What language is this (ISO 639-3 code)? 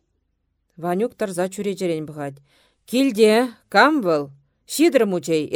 chv